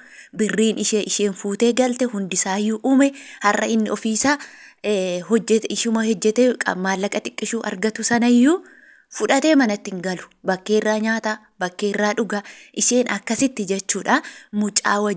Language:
Oromo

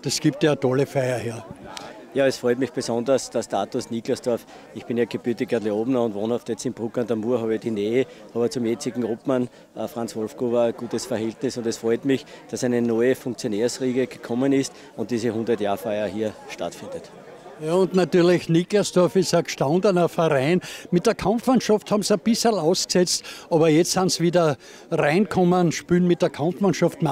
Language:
German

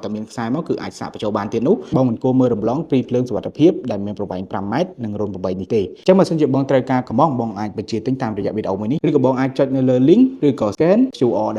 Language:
Khmer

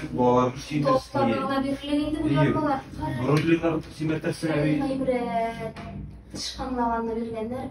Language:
Tatar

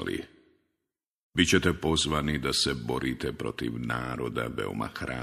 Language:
Bosnian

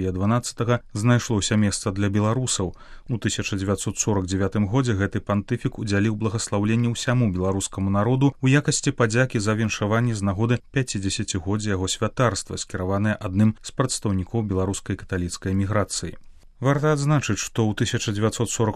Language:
Belarusian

